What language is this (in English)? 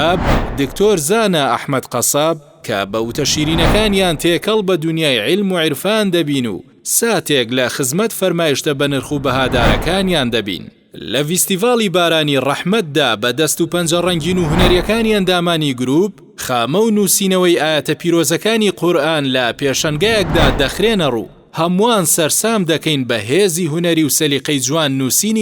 Central Kurdish